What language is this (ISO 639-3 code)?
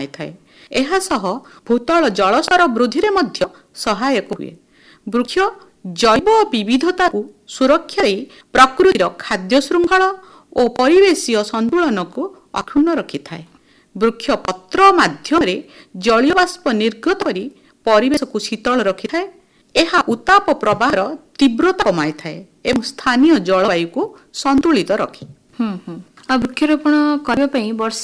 ori